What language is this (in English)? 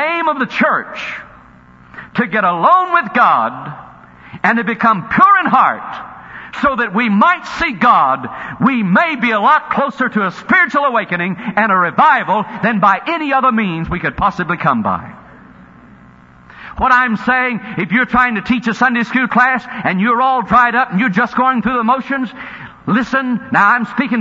English